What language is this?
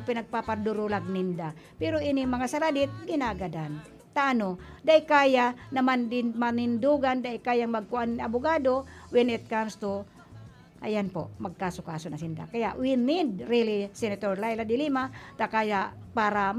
Bikol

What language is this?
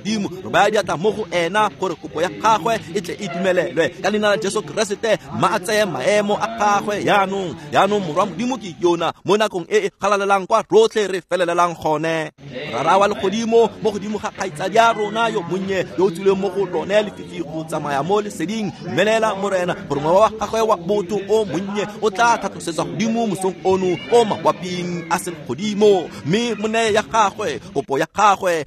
Tswana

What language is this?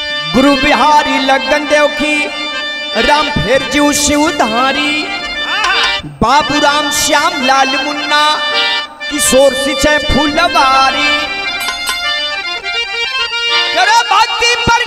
Bhojpuri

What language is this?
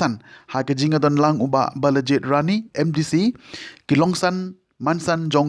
Khasi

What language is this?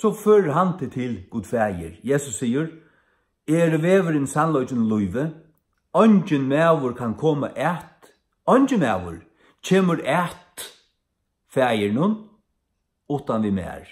Faroese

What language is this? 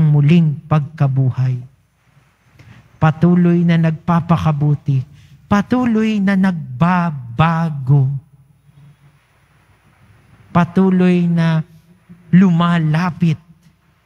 Filipino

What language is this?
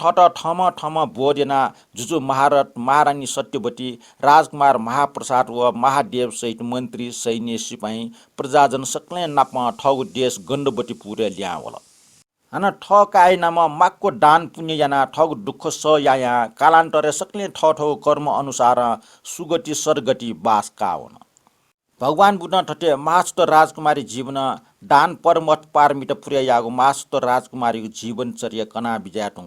Newari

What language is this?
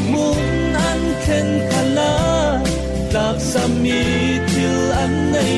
Falam Chin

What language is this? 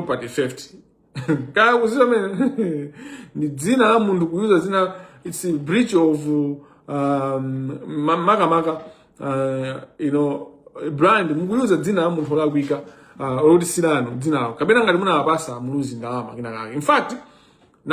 Nyanja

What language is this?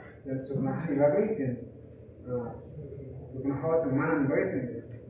Kok Borok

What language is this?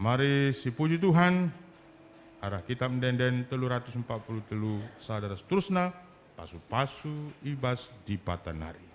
Batak Karo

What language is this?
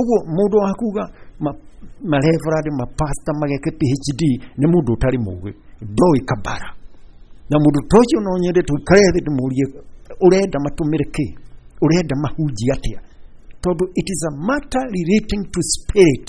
Kikuyu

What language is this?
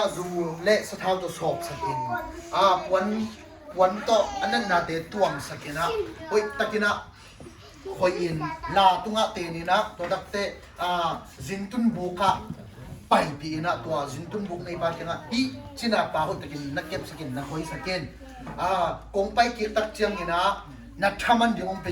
Tedim Chin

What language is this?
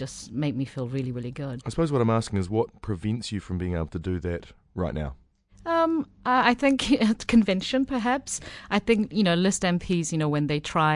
English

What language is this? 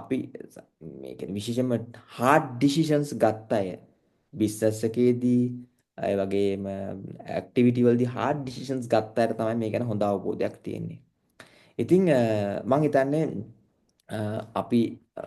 Sinhala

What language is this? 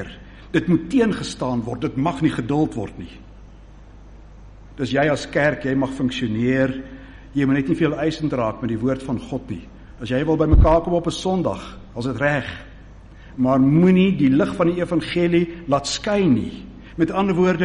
Afrikaans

